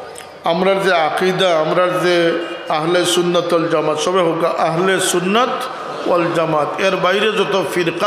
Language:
Sylheti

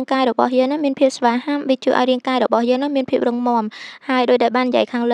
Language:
Khmer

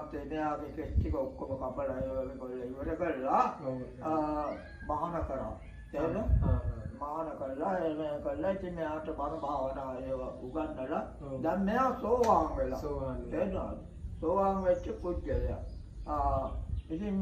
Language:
Sinhala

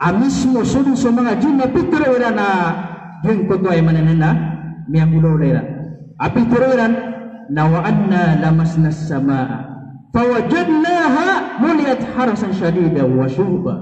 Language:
Maranao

